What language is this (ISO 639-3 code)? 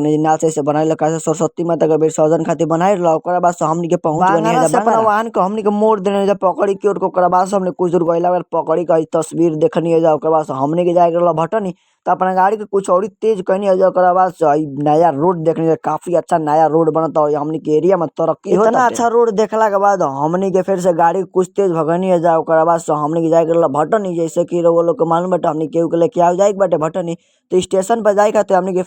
bho